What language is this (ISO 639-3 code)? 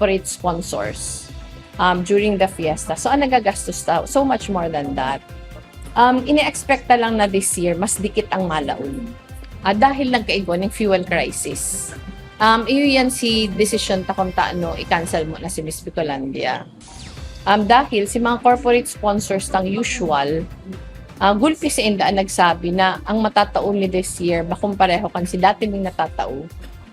bik